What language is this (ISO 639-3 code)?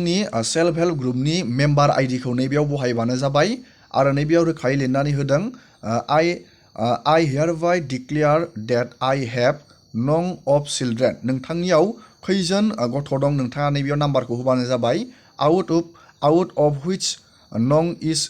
brx